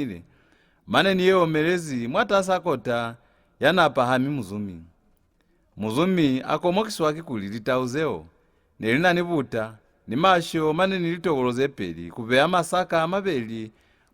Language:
Lozi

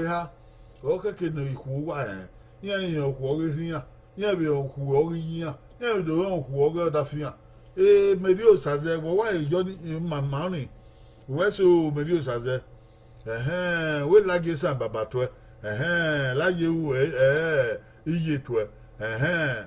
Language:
Bini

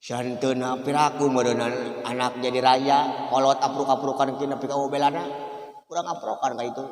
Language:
Sundanese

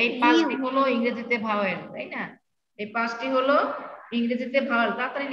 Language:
Bangla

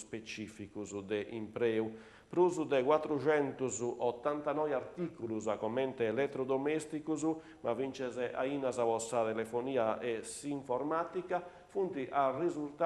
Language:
Sardinian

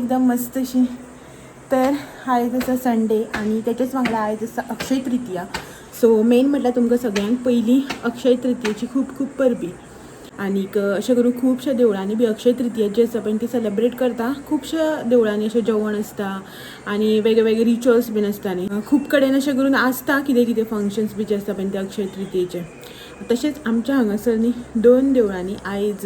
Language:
Konkani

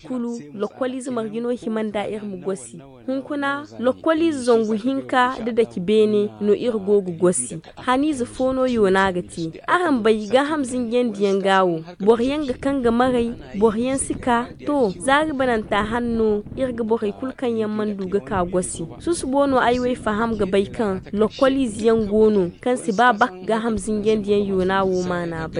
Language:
Zarma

